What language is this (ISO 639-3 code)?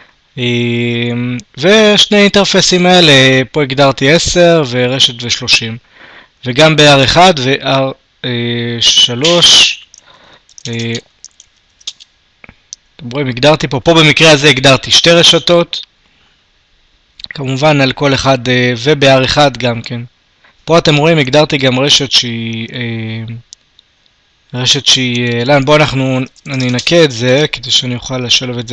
heb